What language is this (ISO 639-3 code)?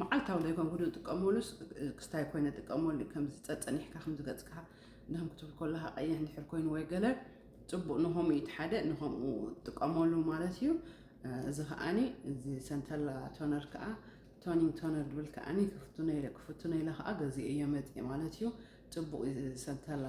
tir